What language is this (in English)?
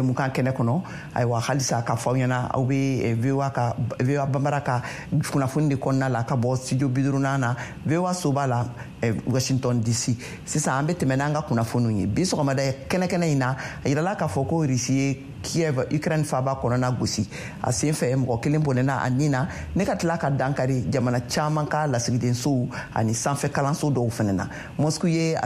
Bambara